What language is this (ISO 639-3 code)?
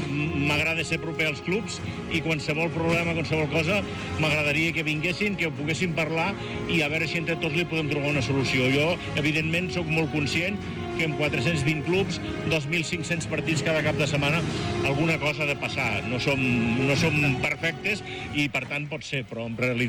cat